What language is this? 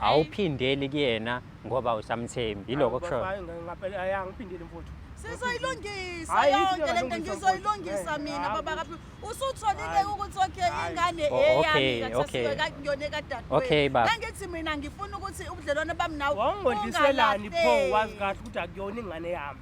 Zulu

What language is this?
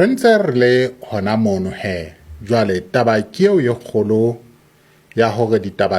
Southern Sotho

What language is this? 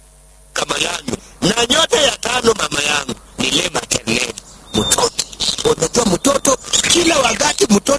Swahili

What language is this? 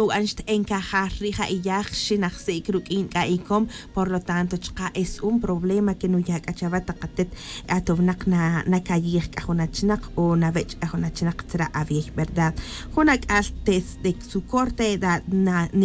Tz'utujil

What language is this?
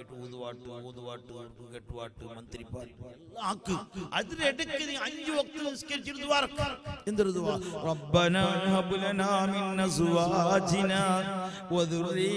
Malayalam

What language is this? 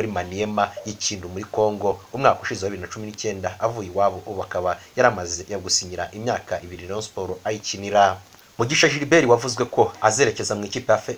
Kinyarwanda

